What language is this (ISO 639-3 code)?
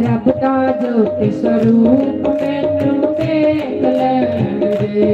doi